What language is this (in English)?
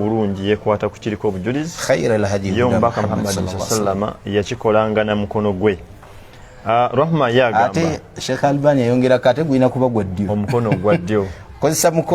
Ganda